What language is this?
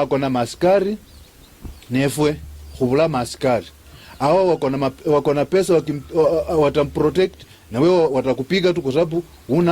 Luyia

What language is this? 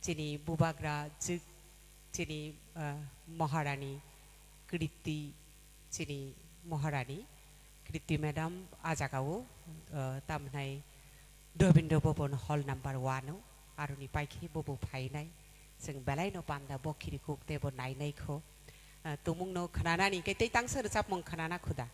Kok Borok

